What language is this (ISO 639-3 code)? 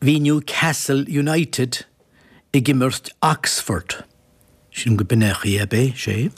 gle